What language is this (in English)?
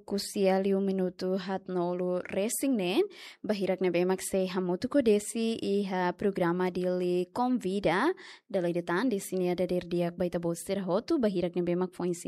Tetum